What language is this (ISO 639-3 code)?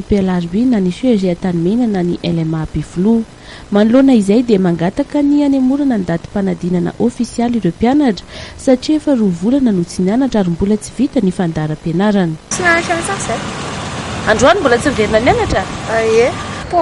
mlg